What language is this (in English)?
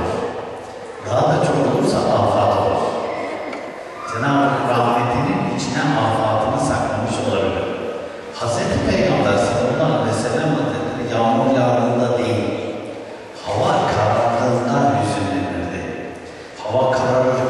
Turkish